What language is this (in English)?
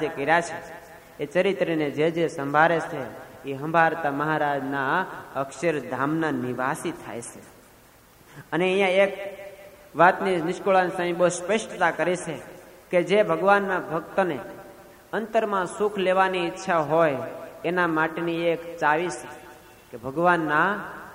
Gujarati